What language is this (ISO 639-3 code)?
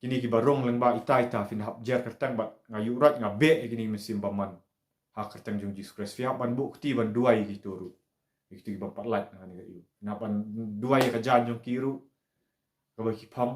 kha